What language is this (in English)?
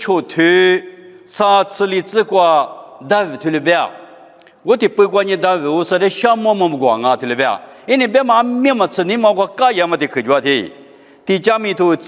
Lisu